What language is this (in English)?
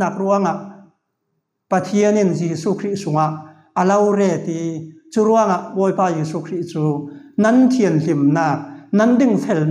Falam Chin